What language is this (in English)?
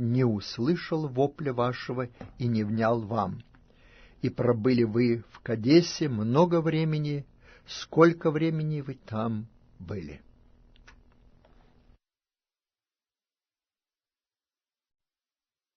Russian